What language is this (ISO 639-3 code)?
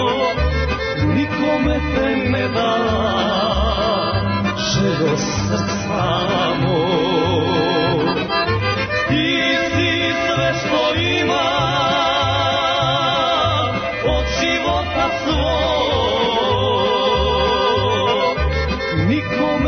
srp